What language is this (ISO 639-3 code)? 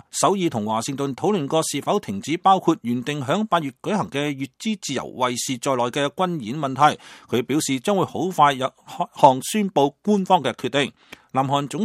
yue